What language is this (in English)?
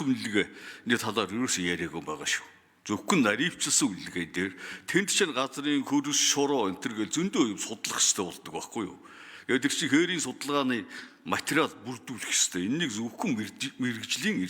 Mongolian